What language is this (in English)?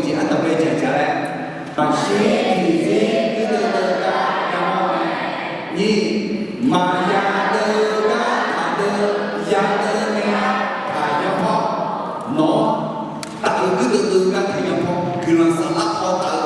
Akha